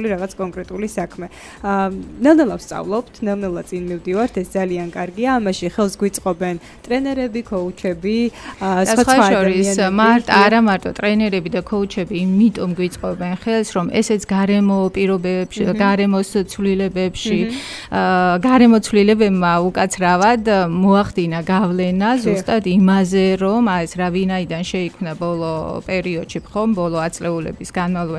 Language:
Georgian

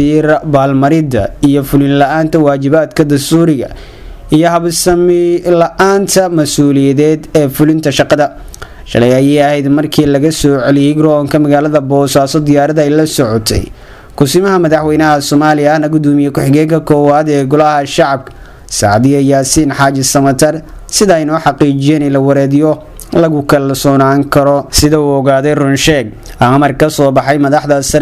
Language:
Somali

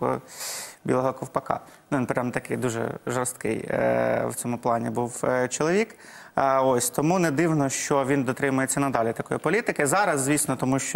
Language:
Ukrainian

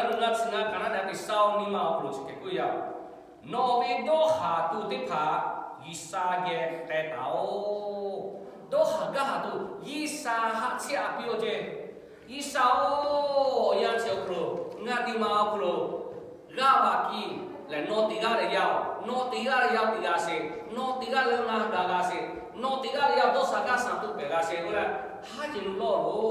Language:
Lahu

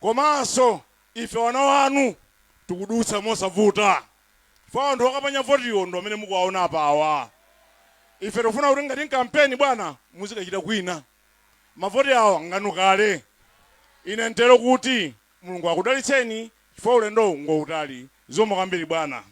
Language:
Nyanja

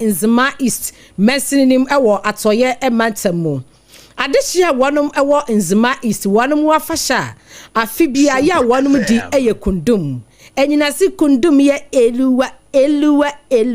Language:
Akan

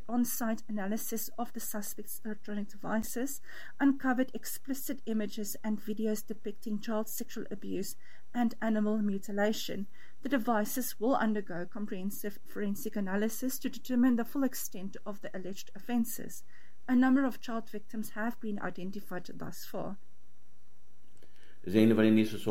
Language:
Afrikaans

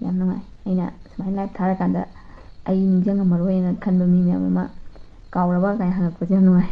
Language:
Manipuri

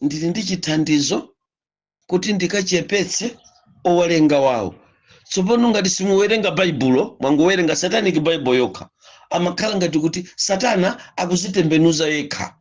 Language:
Nyanja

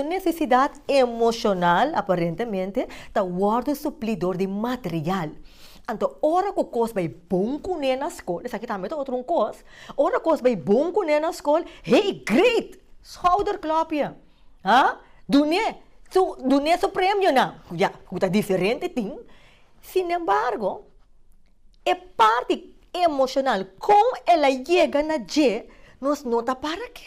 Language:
Papiamento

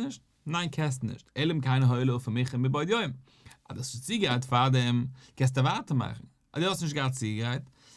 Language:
Yiddish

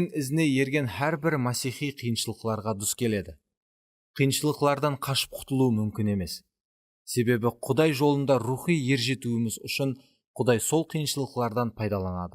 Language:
Kara-Kalpak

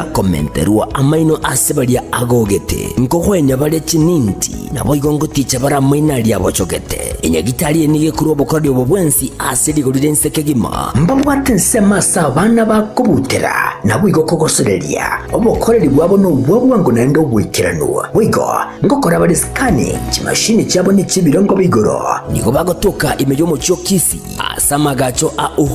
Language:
Gusii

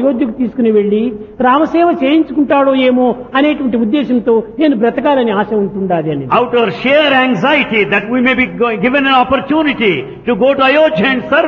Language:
Telugu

